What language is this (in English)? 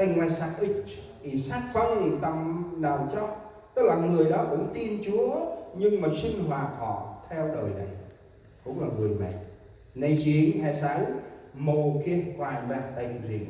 Central Mnong